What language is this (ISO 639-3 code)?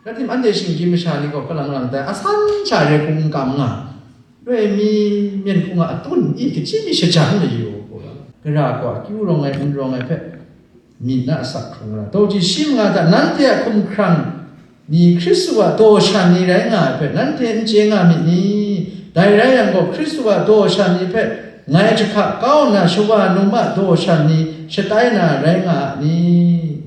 kac